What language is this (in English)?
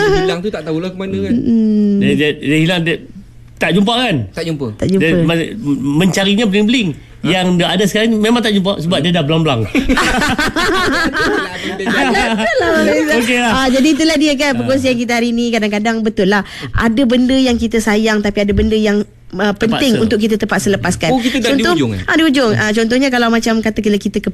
Malay